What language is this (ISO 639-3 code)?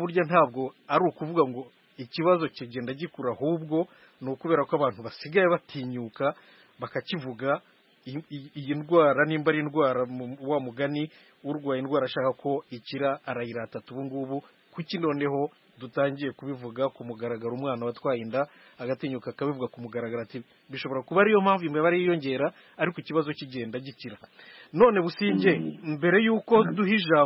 kin